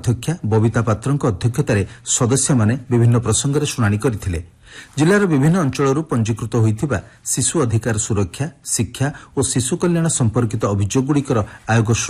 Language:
Odia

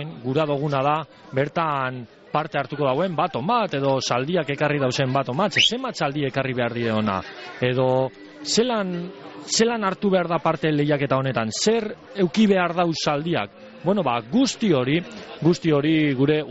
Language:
Basque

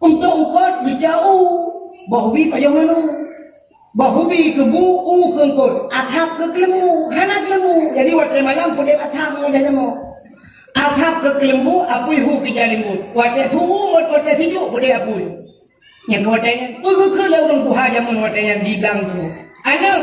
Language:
Achinese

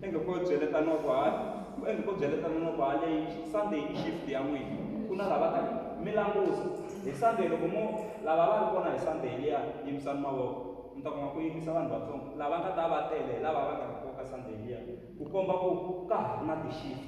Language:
Tsonga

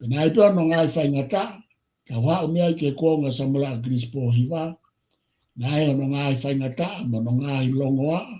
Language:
Tongan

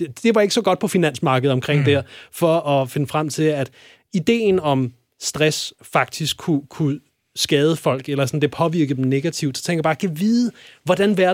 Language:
Danish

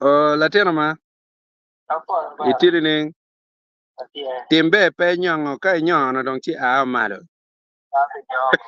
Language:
Acoli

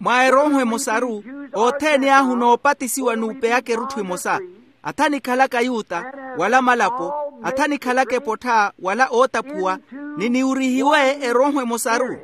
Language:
Makhuwa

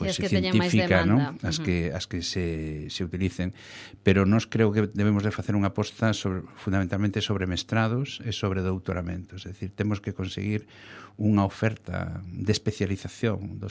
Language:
Galician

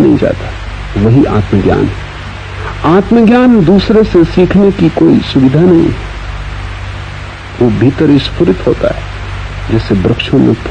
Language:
Hindi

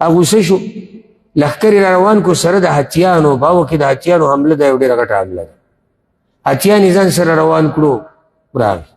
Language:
Pashto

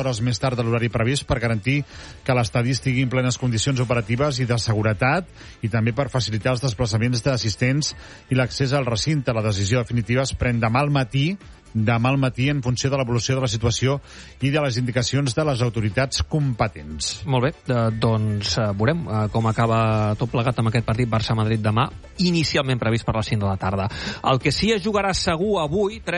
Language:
Catalan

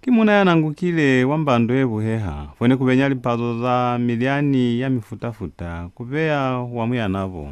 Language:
Lozi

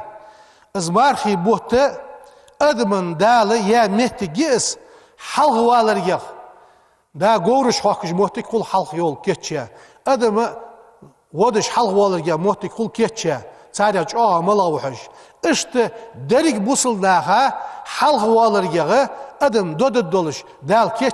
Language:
Ingush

